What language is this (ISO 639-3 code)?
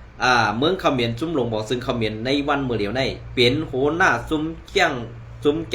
shn